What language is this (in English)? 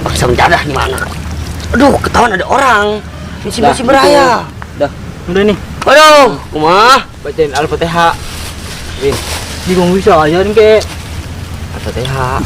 Betawi